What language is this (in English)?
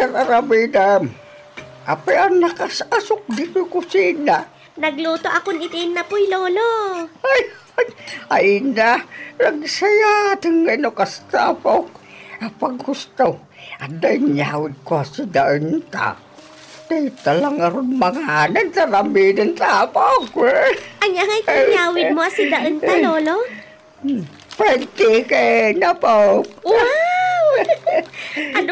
Iloko